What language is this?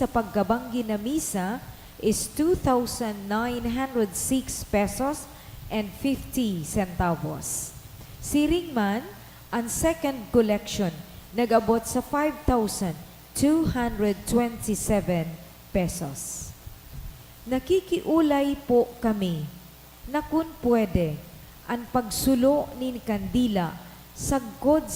Bikol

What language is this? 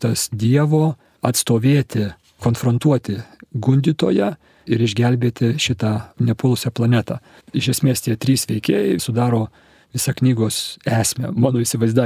Lithuanian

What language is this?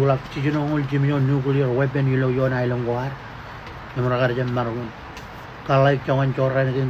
Marshallese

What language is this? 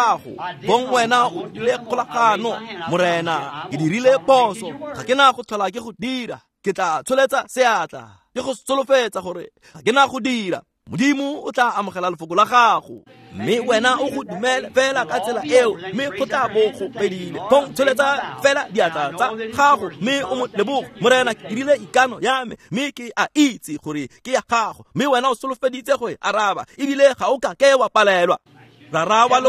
Tswana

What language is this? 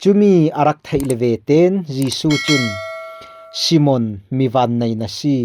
Falam Chin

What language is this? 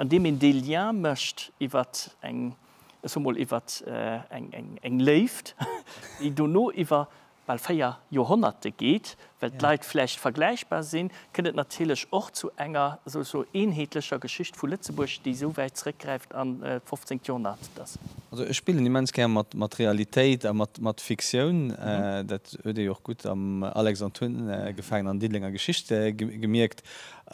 Luxembourgish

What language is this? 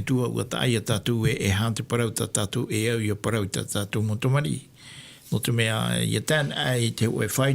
Tahitian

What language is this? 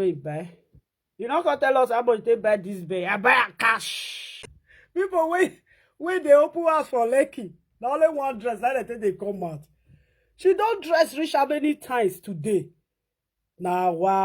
Nigerian Pidgin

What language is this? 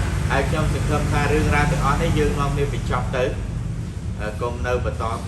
Khmer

